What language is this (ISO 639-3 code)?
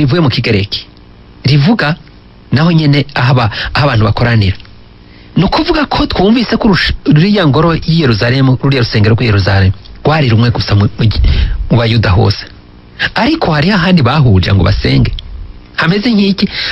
run